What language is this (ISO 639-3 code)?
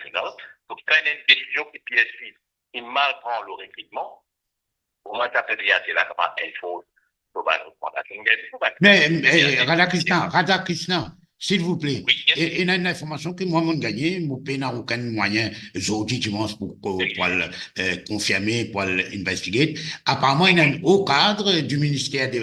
mfe